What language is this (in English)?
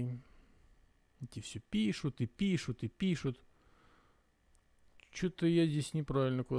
Russian